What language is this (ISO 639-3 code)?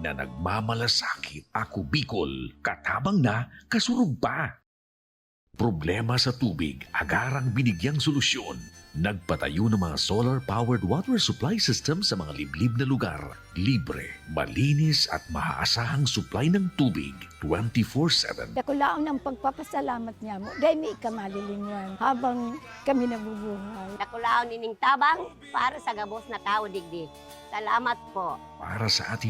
bik